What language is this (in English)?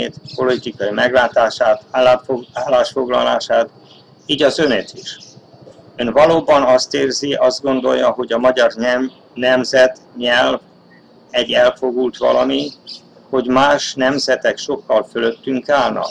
Hungarian